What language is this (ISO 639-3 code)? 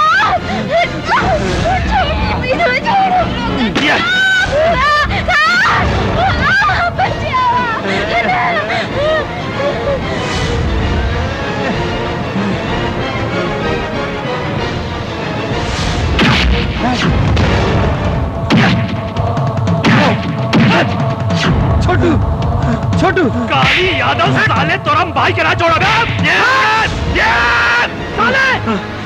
bho